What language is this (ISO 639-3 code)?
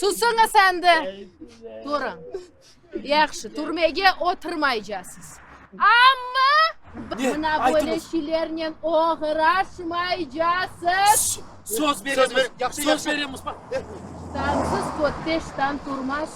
crh